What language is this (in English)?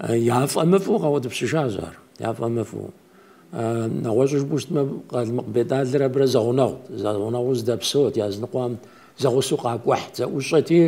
Kabardian